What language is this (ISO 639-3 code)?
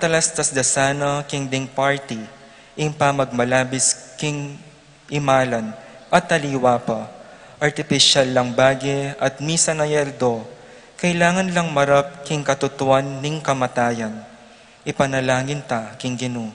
pam